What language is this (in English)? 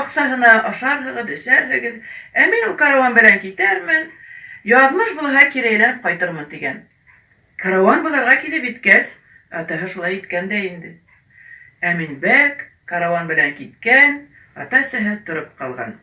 Bashkir